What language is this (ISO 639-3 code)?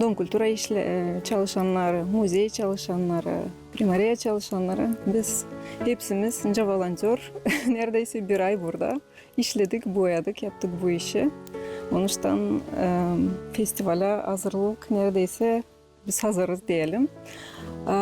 gag